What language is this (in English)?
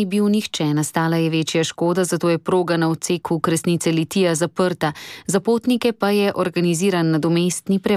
Slovenian